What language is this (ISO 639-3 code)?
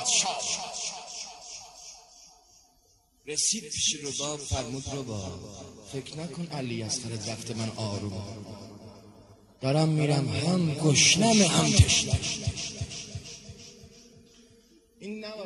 fas